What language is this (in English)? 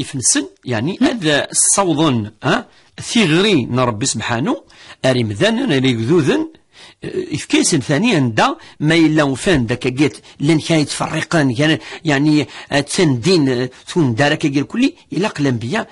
Kabyle